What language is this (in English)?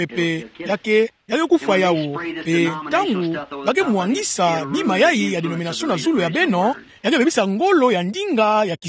Kituba (Democratic Republic of Congo)